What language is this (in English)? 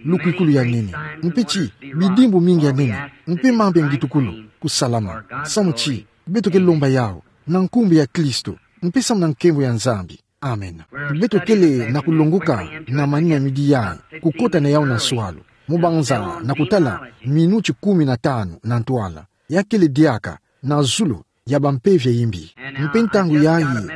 Kituba (Democratic Republic of Congo)